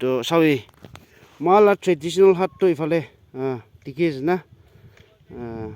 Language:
Naga Pidgin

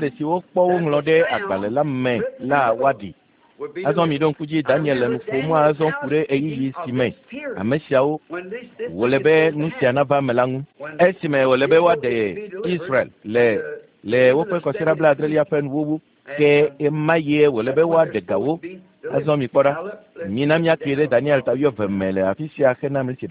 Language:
Ewe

